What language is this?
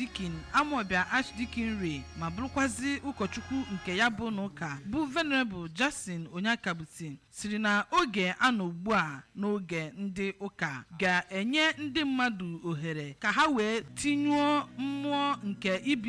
Igbo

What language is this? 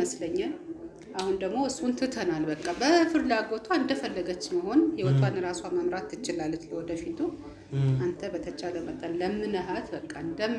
Amharic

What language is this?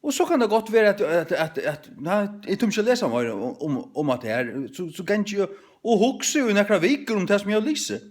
Faroese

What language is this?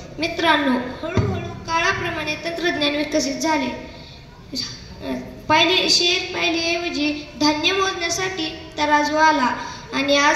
Marathi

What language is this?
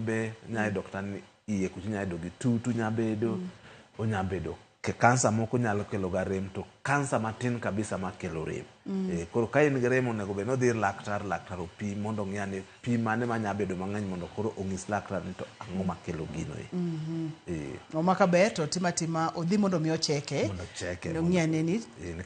Luo (Kenya and Tanzania)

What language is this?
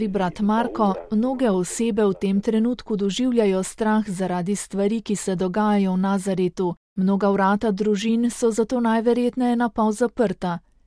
Slovenian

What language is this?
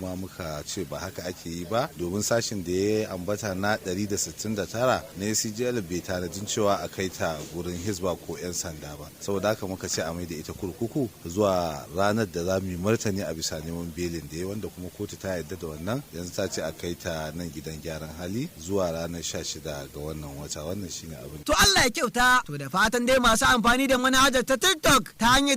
Hausa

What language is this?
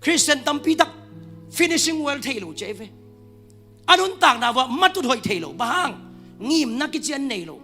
Tedim Chin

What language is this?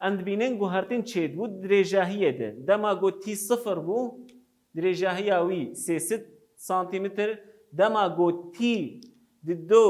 Kurdish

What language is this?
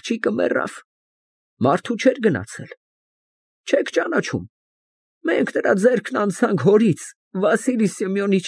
Armenian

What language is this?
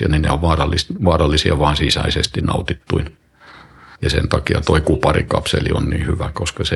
Finnish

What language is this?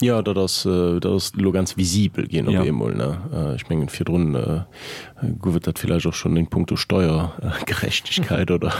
Luxembourgish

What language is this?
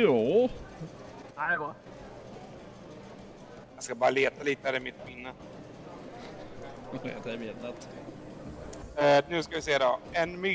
Swedish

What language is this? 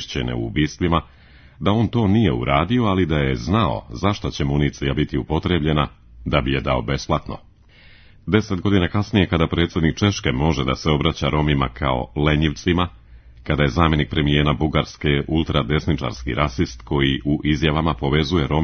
Serbian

